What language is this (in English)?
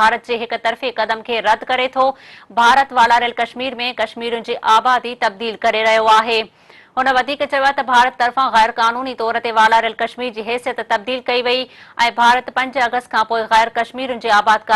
Sindhi